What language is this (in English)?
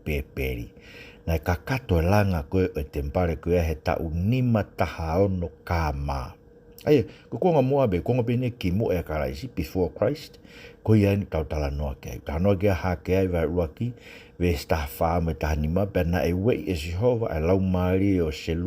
Tongan